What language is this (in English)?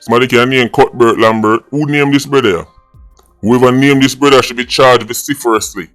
Jamaican Creole English